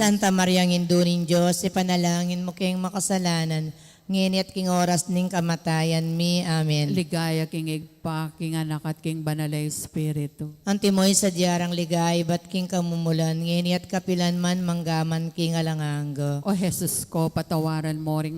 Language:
Pampanga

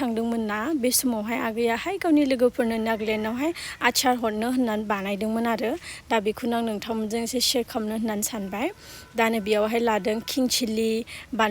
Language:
Bodo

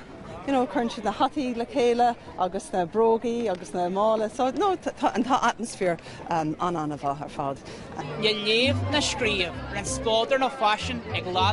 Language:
Irish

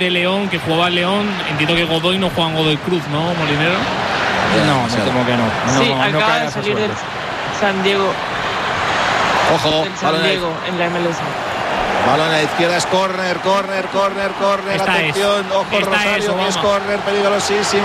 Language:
Spanish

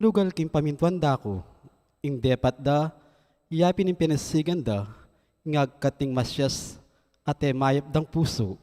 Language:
Pampanga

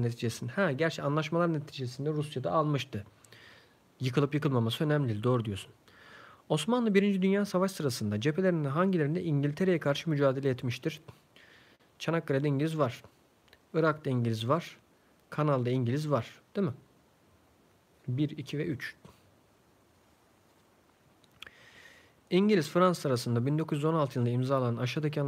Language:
Turkish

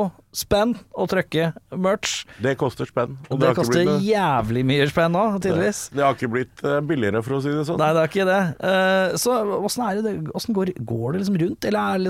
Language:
Norwegian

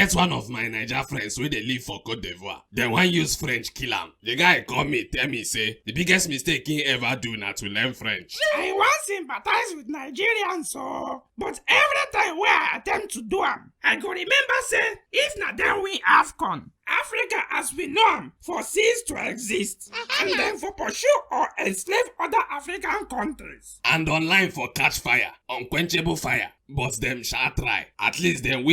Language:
Nigerian Pidgin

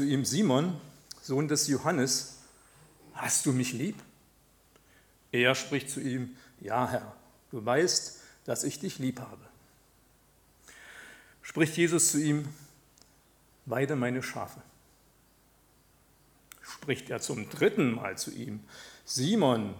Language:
German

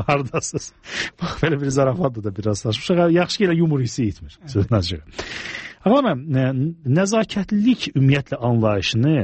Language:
Azerbaijani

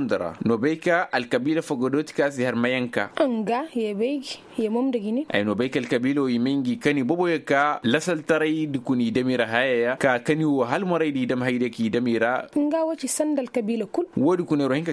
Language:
Koyraboro Senni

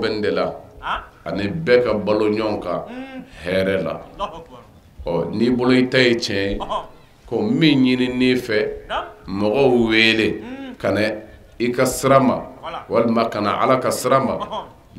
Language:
Bambara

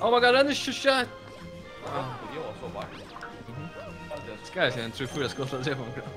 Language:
Faroese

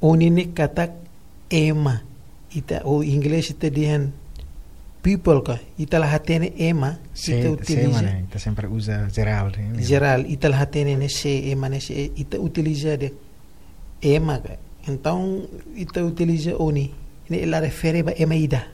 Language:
Tetum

